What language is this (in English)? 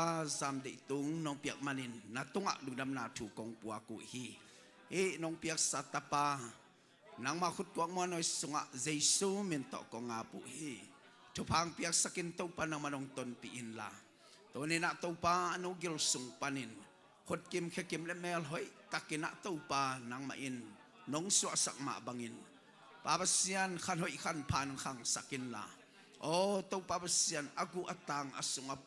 Tedim Chin